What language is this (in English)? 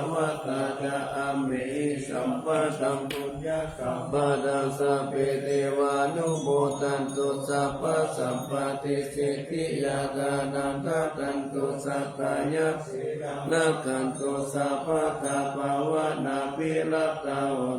Pali